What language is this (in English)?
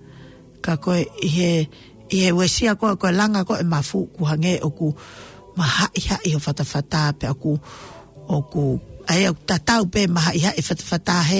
Tongan